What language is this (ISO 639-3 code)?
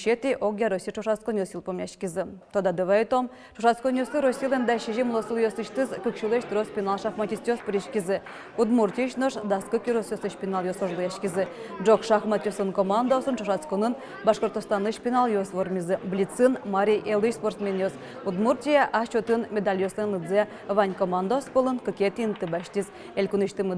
udm